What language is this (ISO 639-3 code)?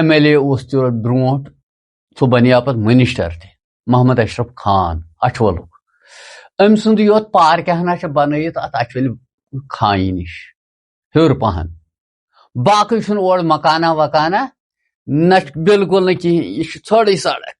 kas